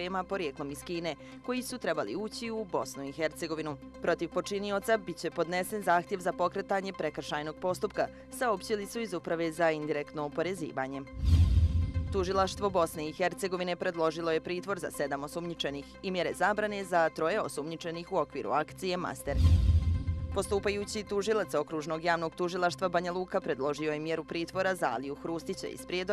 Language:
Bosnian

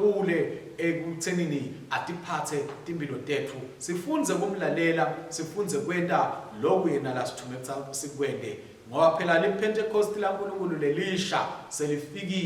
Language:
Swati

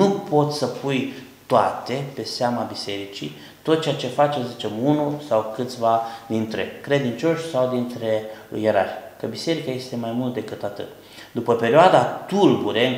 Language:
Romanian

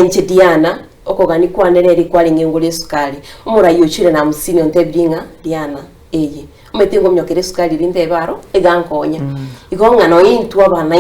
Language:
Gusii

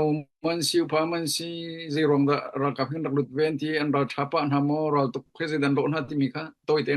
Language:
Hakha Chin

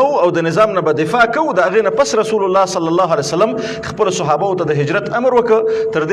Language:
Pashto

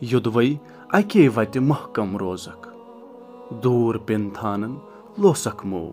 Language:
Kashmiri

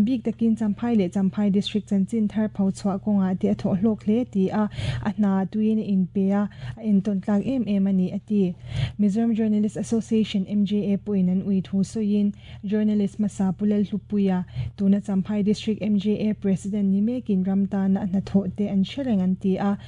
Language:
Mizo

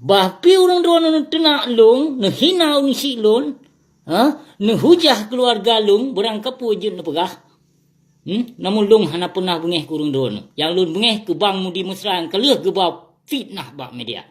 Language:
Achinese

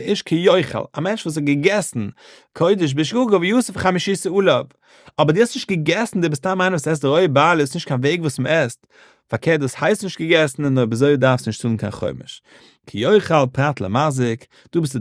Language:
Yiddish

